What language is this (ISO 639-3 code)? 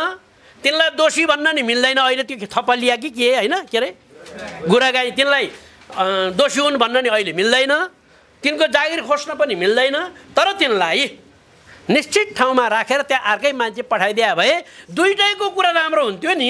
nep